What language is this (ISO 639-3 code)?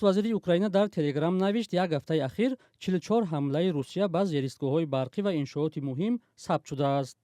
tgk